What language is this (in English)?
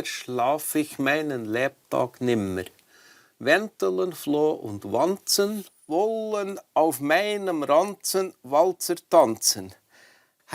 Swiss German